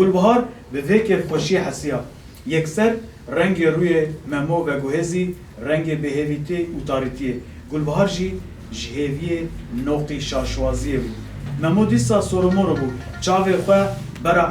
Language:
Kurdish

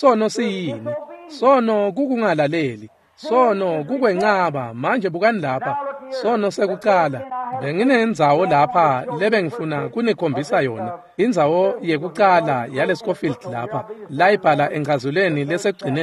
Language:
Swati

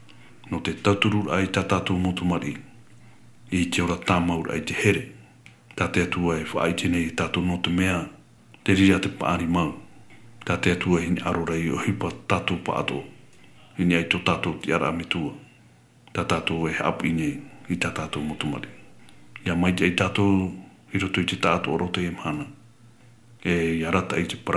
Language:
Tahitian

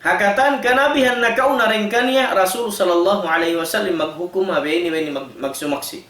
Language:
Tausug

